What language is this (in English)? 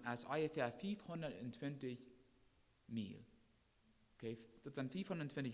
Plautdietsch